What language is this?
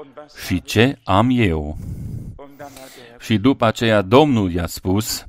Romanian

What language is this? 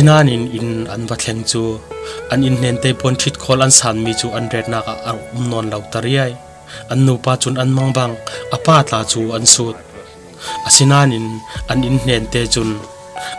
Falam Chin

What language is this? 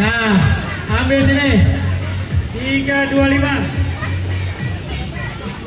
Banjar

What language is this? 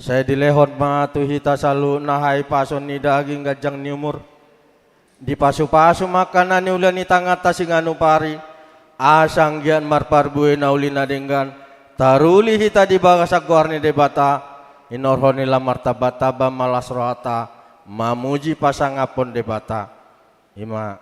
Batak Toba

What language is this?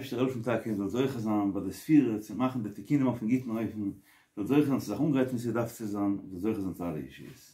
Yiddish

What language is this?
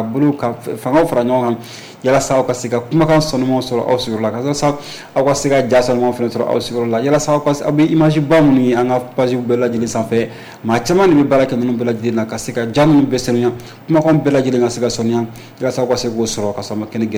Bambara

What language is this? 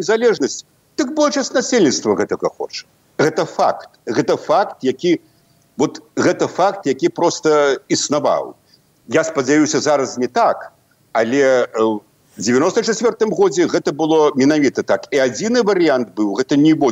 Belarusian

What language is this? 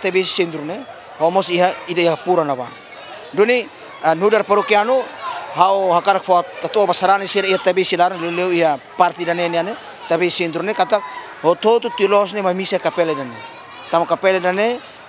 Tetum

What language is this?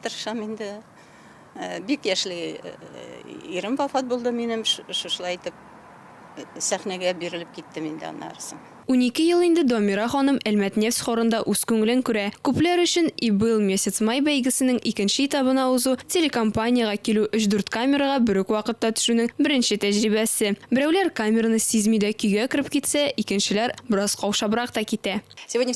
Tatar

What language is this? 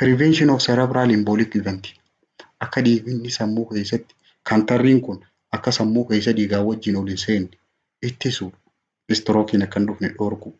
Oromo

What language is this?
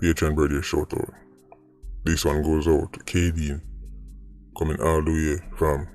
Jamaican Creole English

